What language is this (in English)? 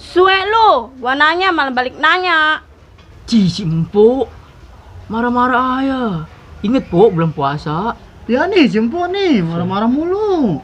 Betawi